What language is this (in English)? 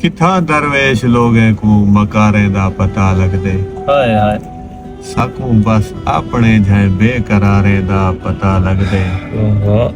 Saraiki